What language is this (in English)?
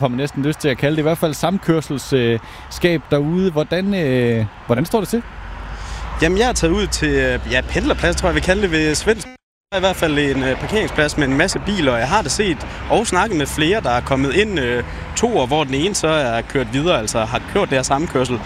Danish